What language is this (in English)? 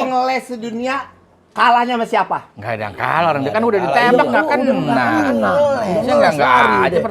Betawi